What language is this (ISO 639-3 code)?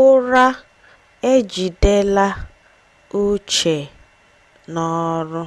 ibo